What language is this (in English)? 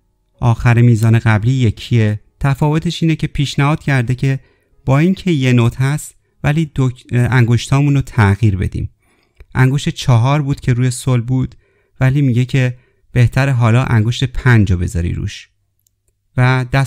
Persian